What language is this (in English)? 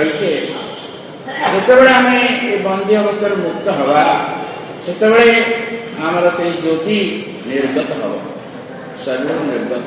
Odia